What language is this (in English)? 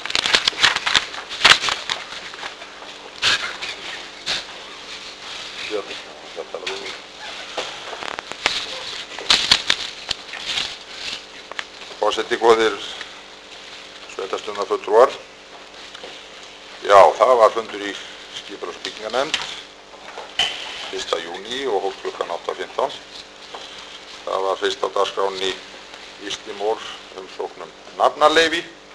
Icelandic